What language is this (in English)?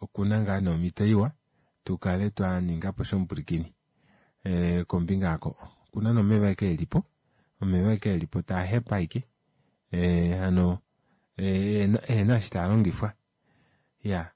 Kuanyama